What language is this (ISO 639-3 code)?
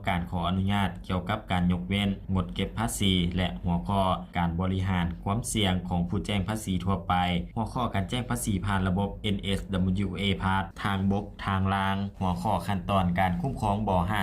lao